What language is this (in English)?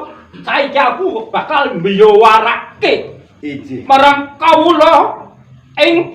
Javanese